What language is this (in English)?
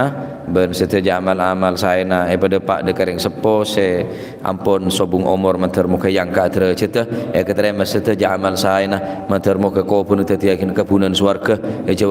Madurese